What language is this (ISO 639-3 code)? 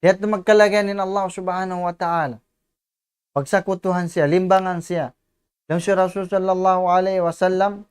tsg